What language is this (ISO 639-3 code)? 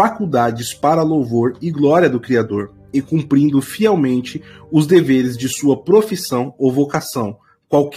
por